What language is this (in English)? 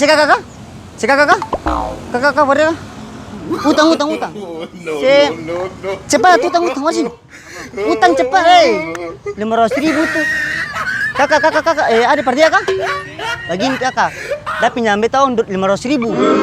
Ambonese Malay